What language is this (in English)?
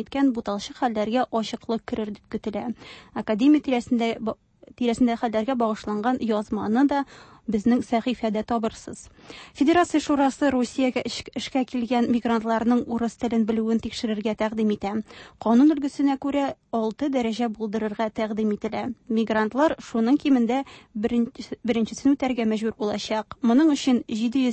Tatar